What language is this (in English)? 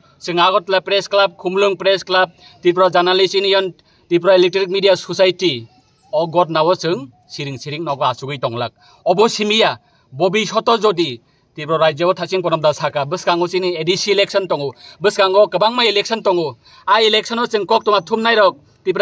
Kok Borok